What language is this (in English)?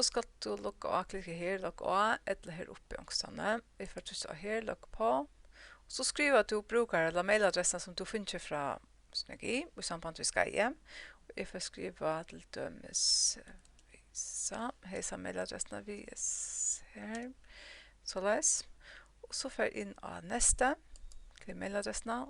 Faroese